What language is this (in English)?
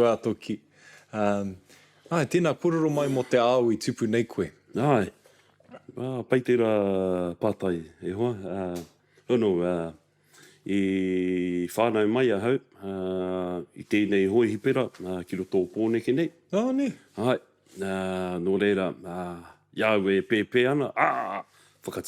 Māori